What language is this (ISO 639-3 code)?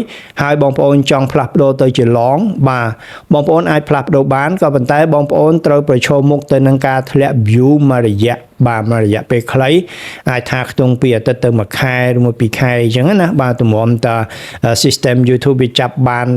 khm